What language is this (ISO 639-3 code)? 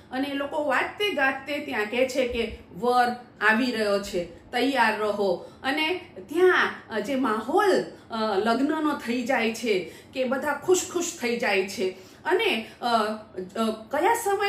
guj